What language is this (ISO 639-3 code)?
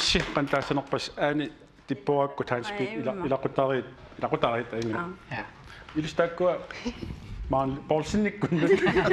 kal